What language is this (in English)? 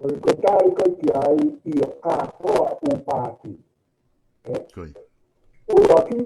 Tongan